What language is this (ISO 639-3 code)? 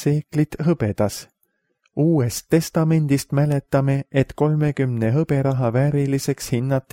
est